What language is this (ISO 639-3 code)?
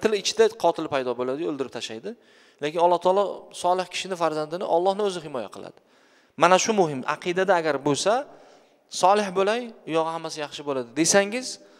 uzb